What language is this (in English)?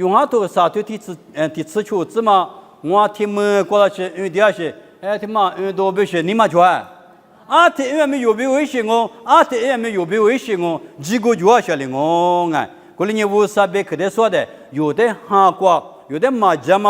Lisu